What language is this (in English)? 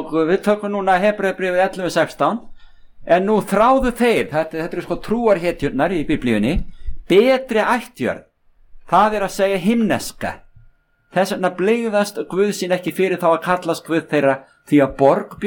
Icelandic